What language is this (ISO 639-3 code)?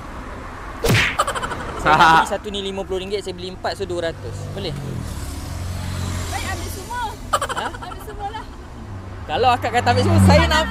msa